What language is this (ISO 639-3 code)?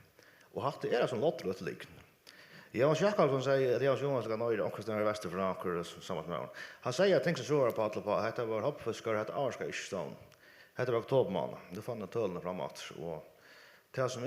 fao